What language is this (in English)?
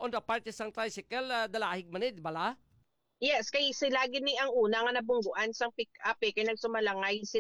Hiligaynon